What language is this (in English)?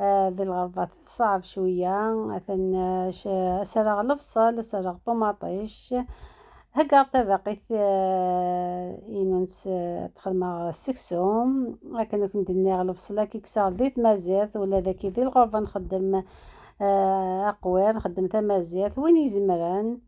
Algerian Arabic